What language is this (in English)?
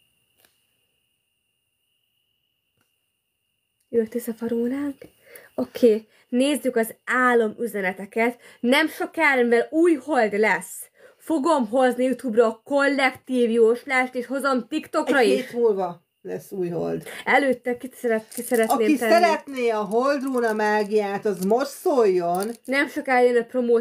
Hungarian